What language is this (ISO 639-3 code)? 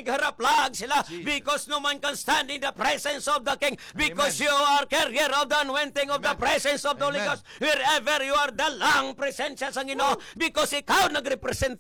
hil